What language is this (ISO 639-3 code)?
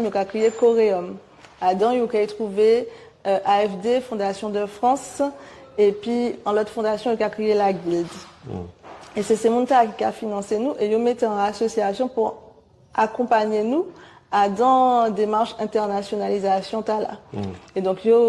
gcf